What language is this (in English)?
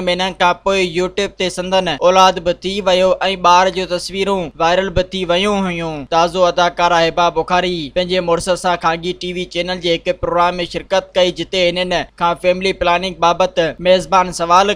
Sindhi